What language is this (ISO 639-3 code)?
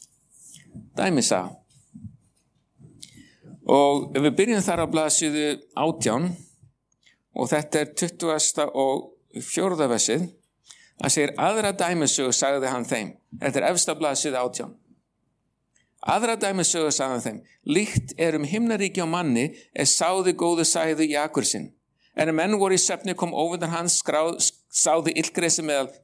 isl